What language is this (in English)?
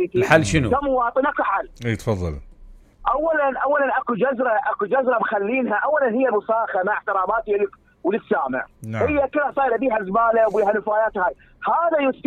Mesopotamian Arabic